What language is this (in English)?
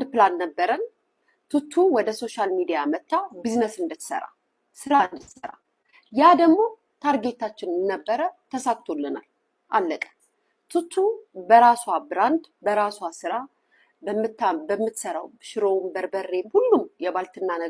Amharic